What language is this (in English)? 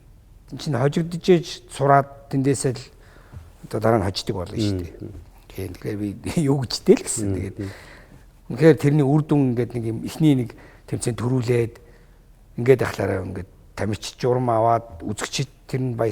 Mongolian